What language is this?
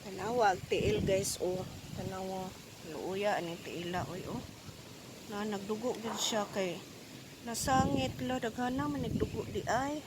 Cebuano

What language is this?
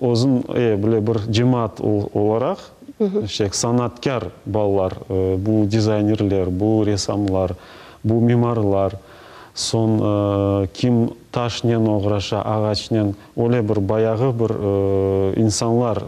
Crimean Tatar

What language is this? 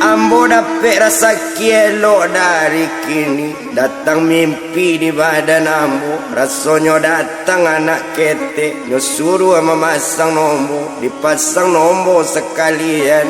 Minangkabau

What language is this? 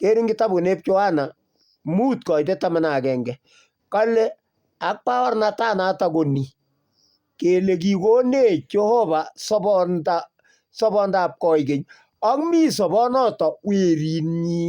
Kalenjin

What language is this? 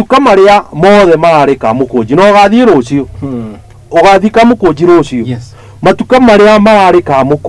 Kikuyu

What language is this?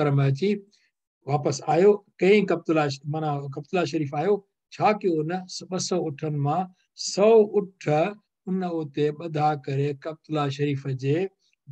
Sindhi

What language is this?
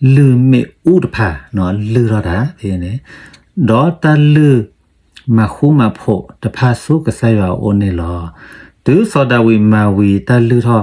S'gaw Karen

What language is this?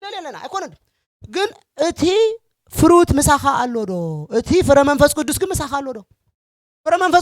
Tigrinya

